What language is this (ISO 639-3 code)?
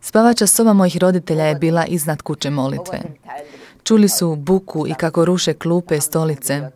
srp